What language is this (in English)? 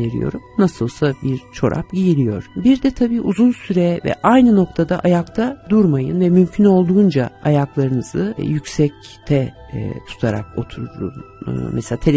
Turkish